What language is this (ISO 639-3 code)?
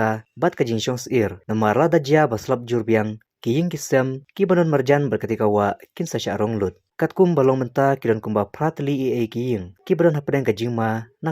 kha